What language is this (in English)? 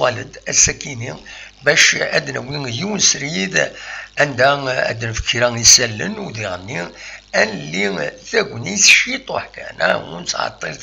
Kabyle